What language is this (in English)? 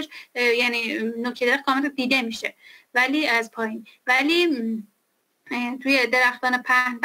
Persian